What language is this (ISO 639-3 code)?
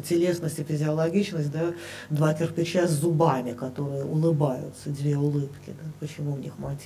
rus